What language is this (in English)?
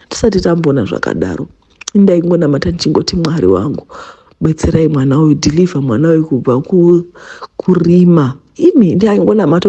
Shona